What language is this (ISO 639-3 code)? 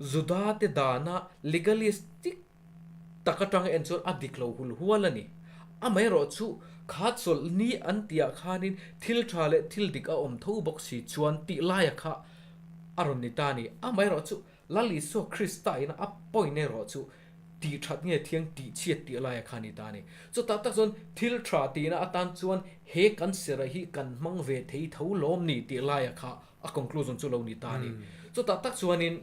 lus